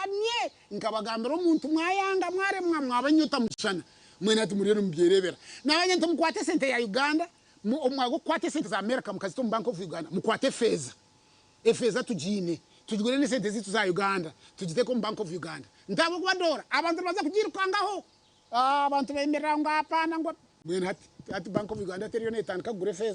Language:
Nyankole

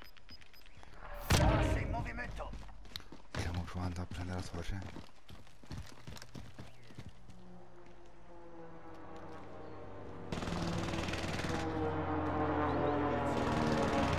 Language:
Italian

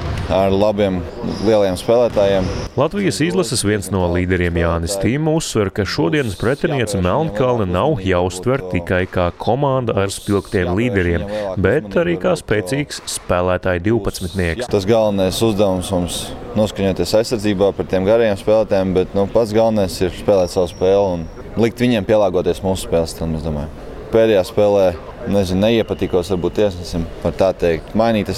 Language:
Latvian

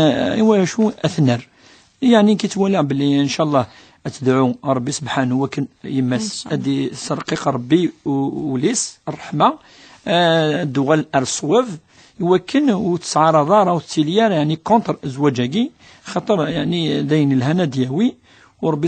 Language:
Kabyle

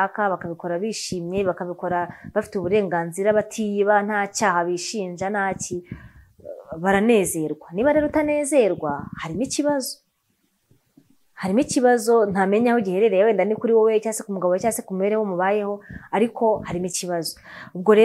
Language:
Kinyarwanda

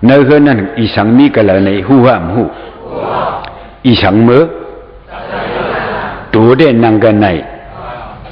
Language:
Shan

